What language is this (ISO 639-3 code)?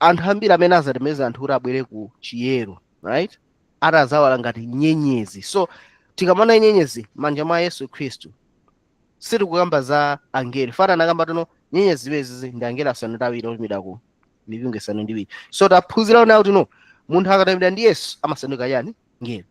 nya